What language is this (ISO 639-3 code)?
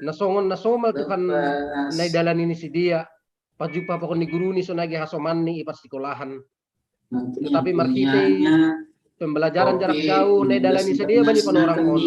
bts